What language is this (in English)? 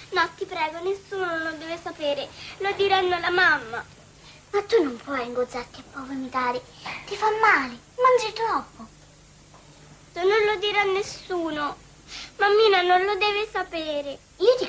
Italian